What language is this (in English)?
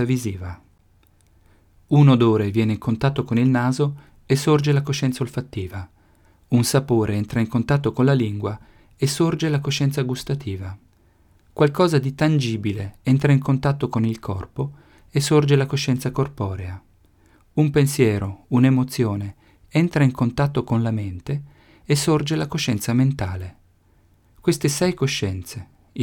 Italian